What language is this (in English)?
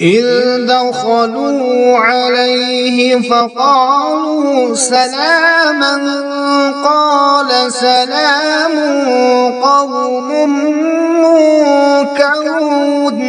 Kashmiri